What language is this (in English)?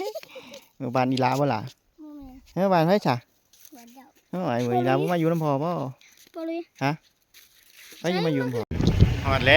Lao